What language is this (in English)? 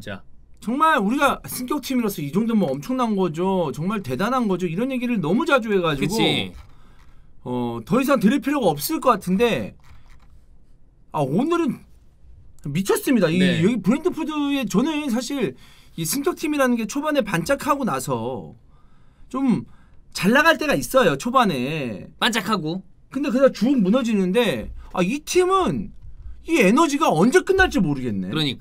Korean